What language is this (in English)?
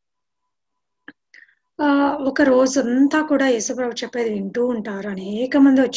Telugu